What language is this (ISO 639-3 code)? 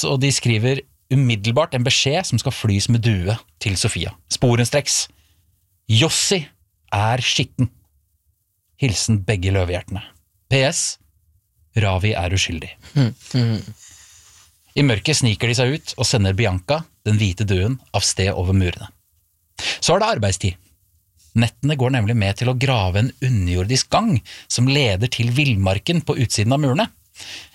nor